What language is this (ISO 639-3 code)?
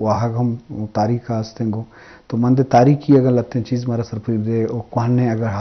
bgp